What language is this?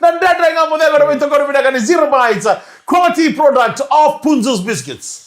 Fijian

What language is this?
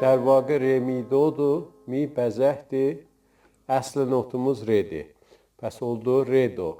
South Azerbaijani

